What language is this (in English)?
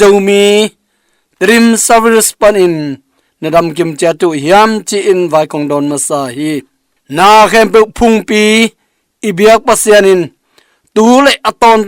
Tedim Chin